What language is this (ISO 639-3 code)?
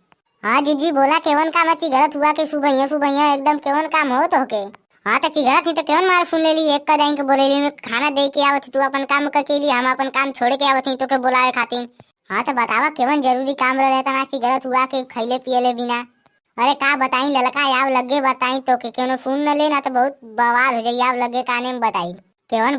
bho